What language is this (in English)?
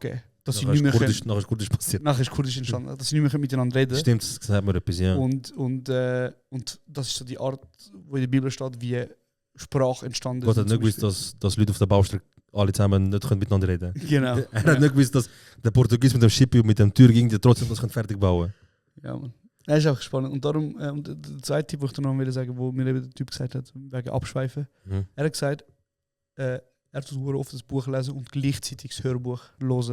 Swiss German